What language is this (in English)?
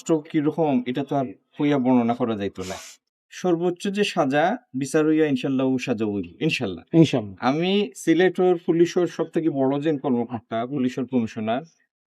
Sylheti